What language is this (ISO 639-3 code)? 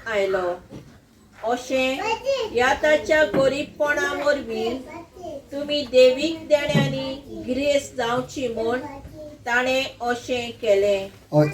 kok